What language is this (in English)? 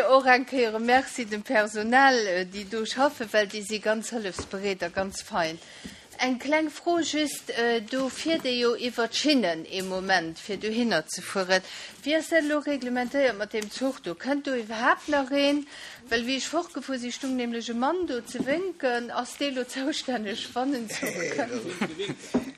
Luxembourgish